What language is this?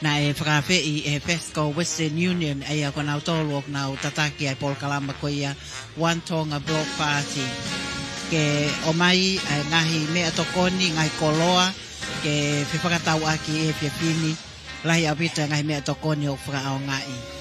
Tongan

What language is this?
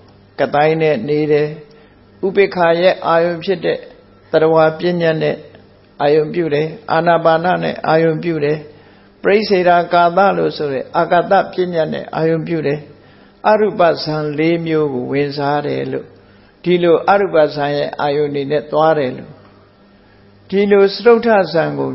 Burmese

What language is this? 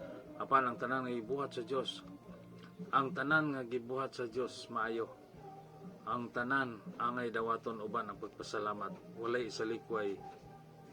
Cebuano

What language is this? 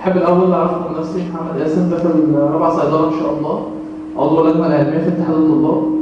Egyptian Arabic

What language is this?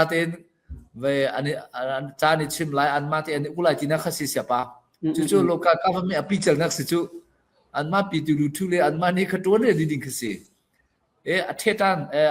Hakha Chin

